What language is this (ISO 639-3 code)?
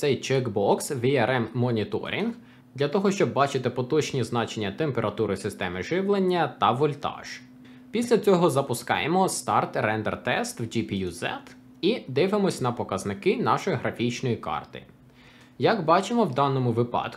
ukr